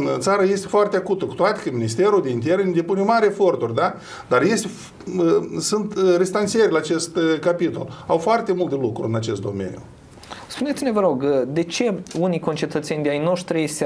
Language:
Romanian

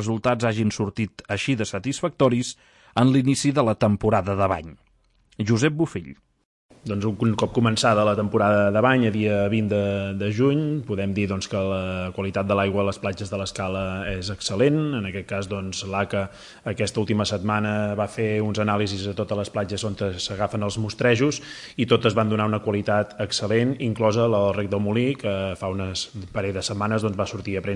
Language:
Catalan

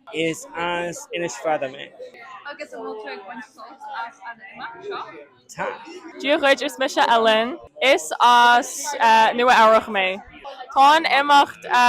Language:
Irish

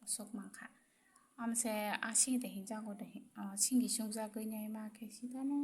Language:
Kok Borok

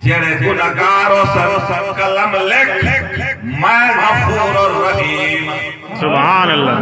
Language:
Saraiki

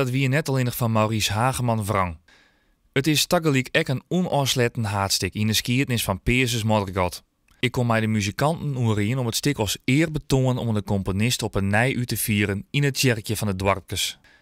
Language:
Western Frisian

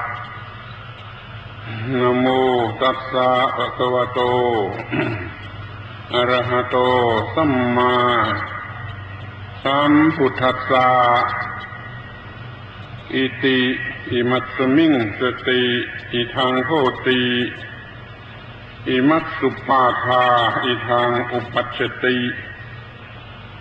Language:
Thai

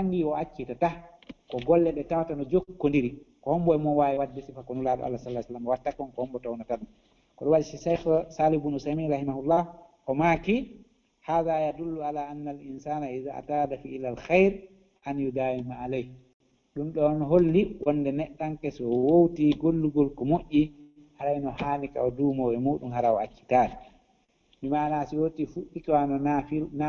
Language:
Fula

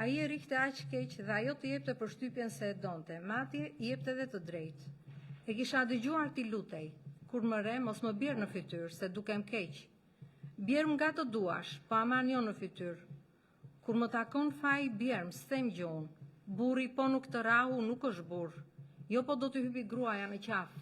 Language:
Albanian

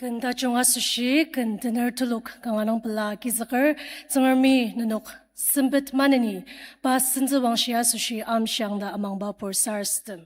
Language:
Ao Naga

